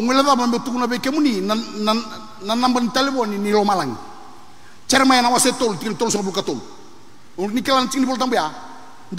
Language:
Fijian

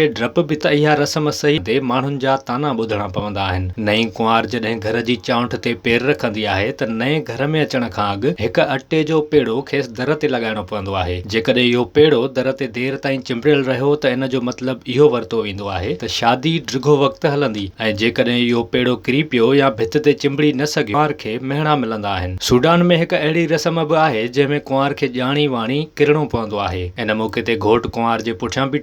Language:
Sindhi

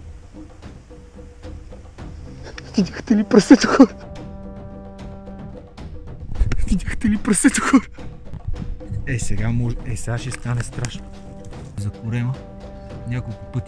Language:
Bulgarian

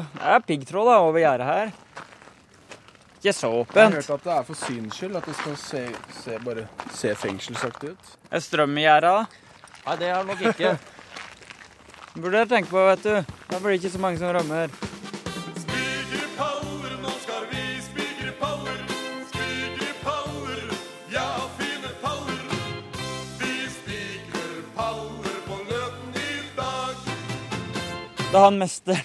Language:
Norwegian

